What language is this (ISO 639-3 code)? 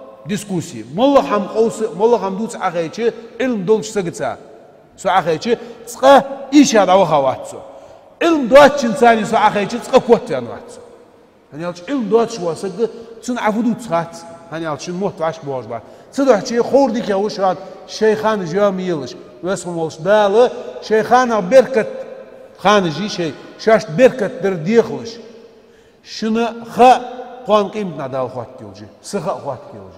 inh